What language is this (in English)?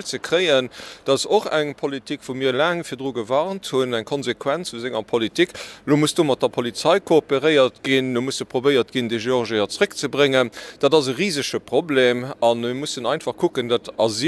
Luxembourgish